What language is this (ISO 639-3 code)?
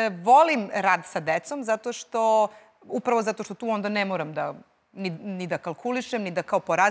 srp